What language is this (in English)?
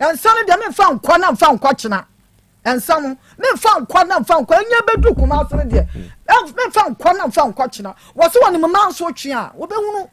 Akan